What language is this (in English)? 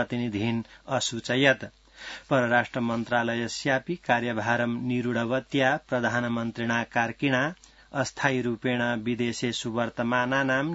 Sanskrit